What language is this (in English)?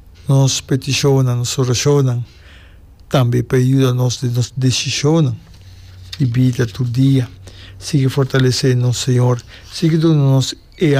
Papiamento